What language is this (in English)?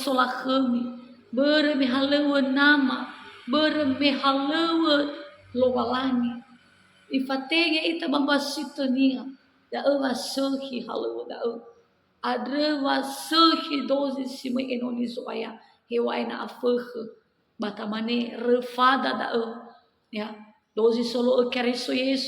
Nias